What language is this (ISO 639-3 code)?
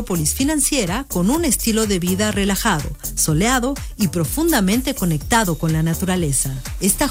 spa